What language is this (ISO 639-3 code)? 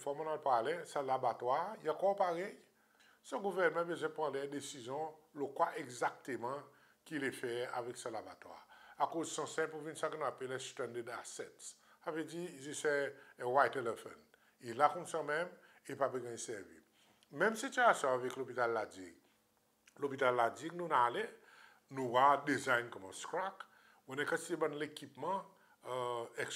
crs